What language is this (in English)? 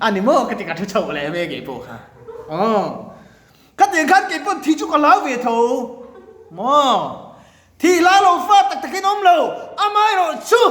Mizo